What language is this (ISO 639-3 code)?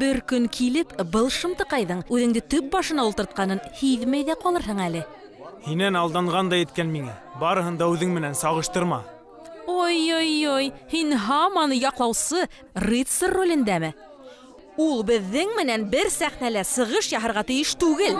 bak